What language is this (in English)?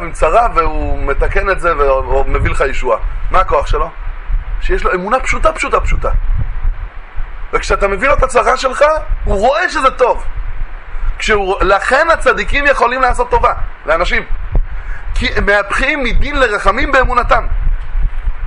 Hebrew